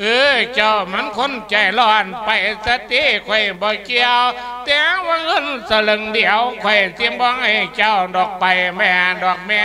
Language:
Lao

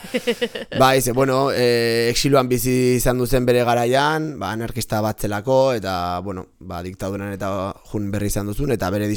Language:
Basque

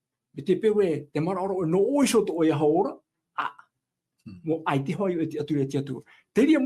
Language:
Tahitian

